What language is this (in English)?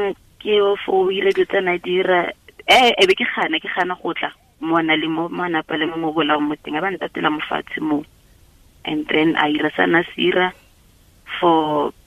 Tswana